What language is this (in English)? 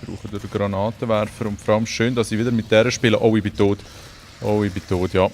Swiss German